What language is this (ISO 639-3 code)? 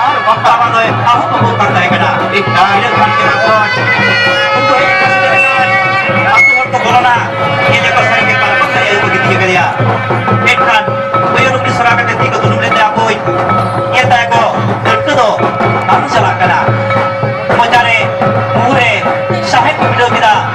sat